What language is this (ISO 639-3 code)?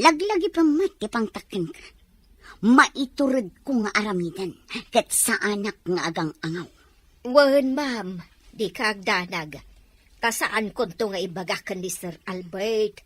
ilo